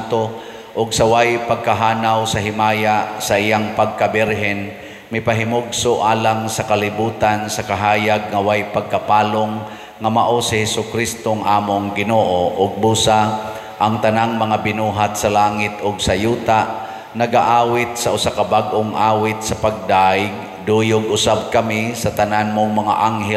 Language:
Cebuano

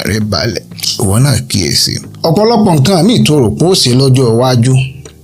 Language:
Yoruba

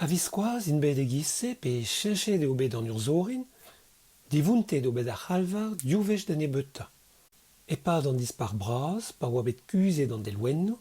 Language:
Breton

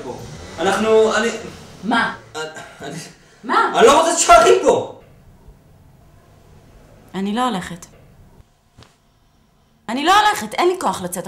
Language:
Hebrew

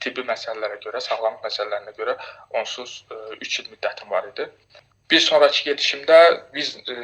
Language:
Azerbaijani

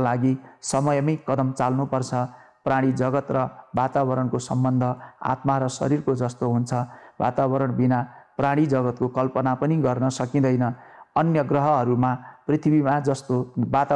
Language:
Nepali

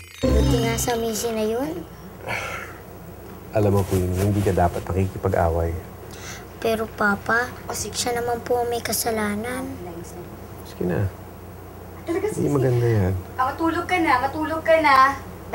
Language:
Filipino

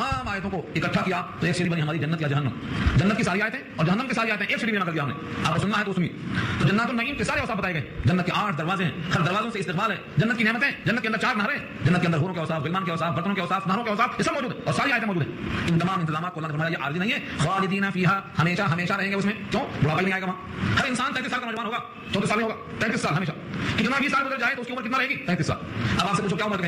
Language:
Urdu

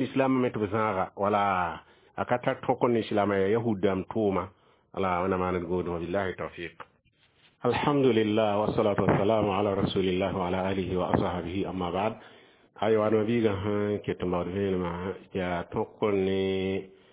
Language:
Mossi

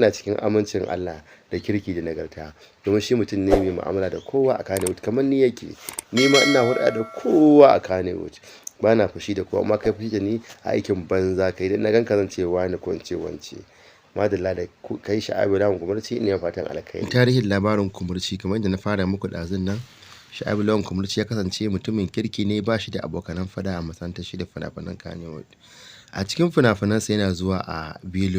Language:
Hausa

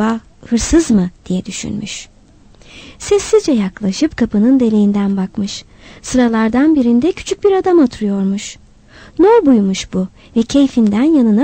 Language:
Turkish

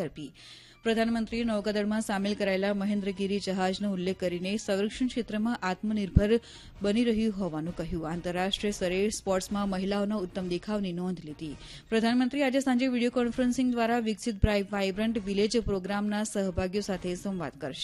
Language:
Gujarati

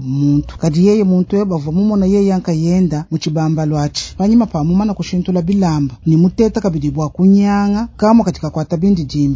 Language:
Luba-Lulua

